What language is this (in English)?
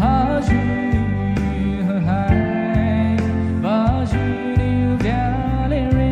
Poumei Naga